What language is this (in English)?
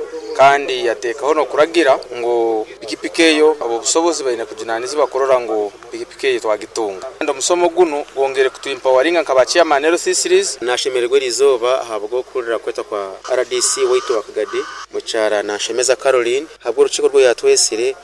Nyoro